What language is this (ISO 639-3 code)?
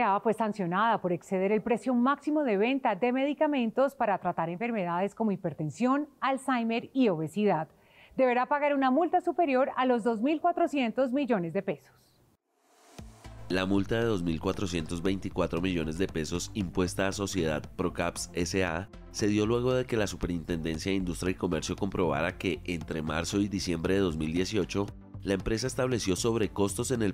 spa